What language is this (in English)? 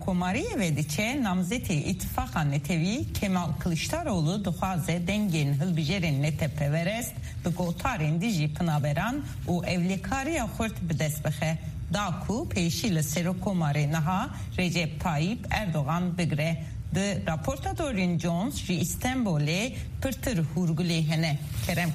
Kurdish